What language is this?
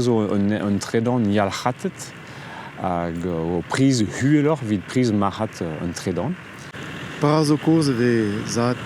Breton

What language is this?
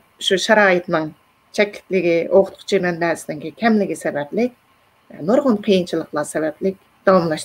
Uyghur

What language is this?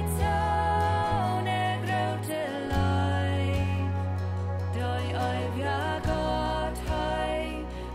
Plautdietsch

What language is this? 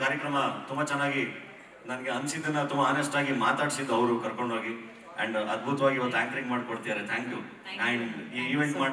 Kannada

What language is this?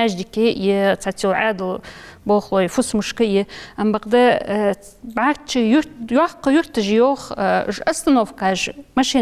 Ingush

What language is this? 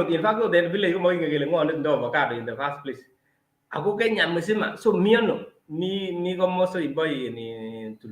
Kalenjin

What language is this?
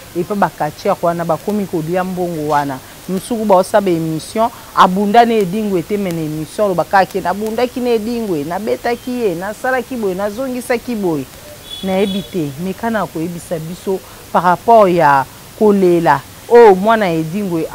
Lingala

